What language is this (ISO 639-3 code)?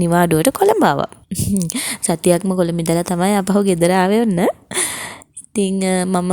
sin